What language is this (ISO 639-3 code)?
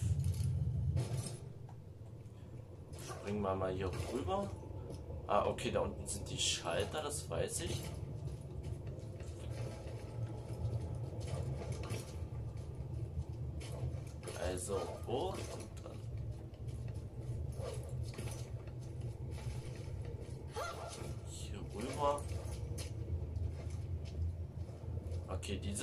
deu